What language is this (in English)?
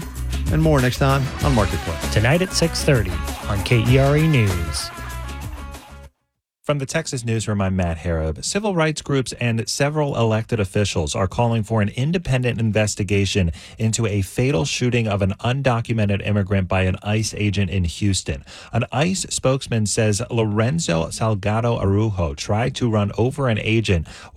English